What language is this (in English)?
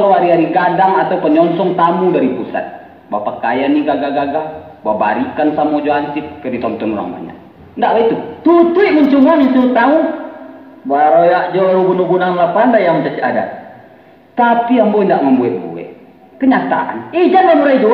Minangkabau